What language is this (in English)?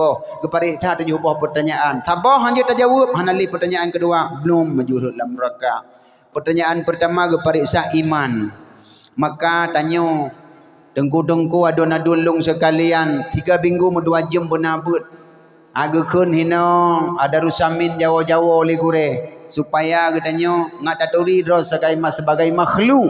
Achinese